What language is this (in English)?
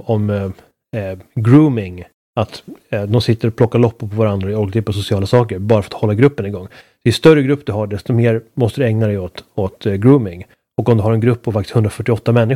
Swedish